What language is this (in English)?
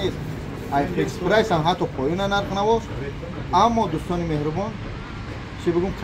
Tajik